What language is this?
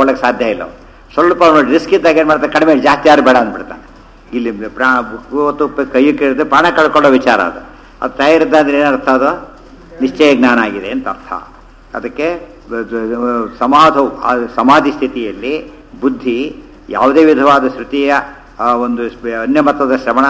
Kannada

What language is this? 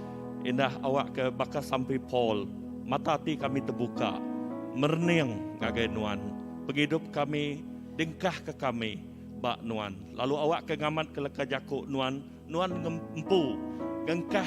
Iban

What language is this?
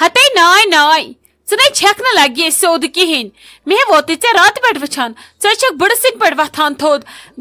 Kashmiri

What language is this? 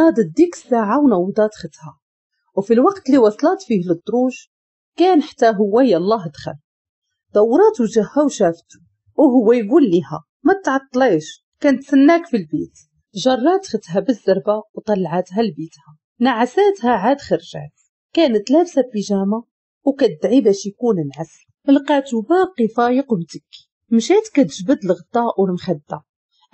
Moroccan Arabic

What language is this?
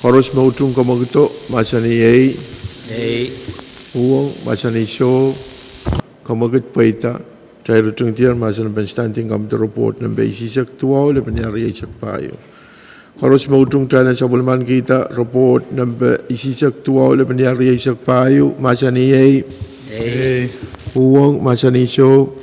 Pohnpeian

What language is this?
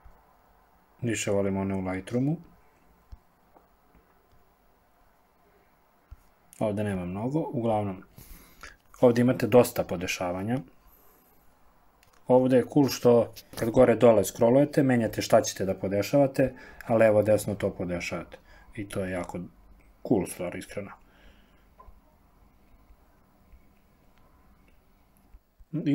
Serbian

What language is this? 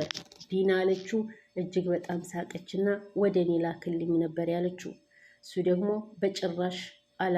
Amharic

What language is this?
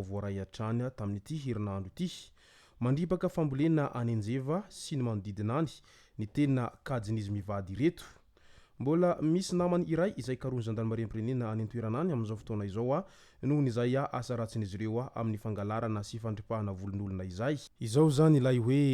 Malagasy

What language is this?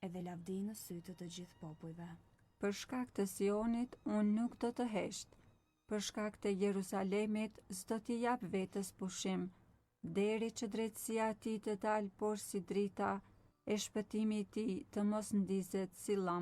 Albanian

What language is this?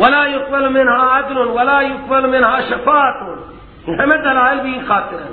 Persian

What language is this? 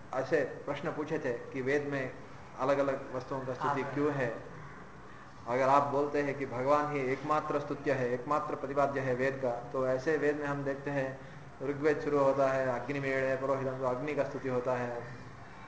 Hindi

